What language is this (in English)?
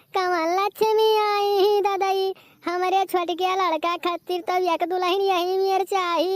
Awadhi